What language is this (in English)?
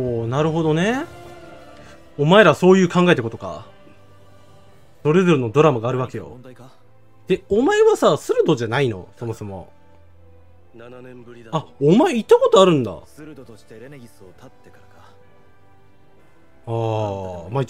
Japanese